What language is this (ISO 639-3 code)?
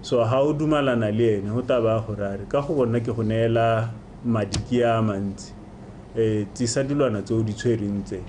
tsn